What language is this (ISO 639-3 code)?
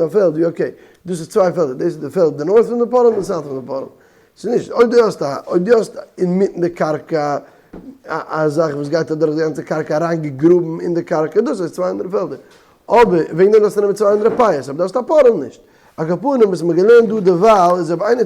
yid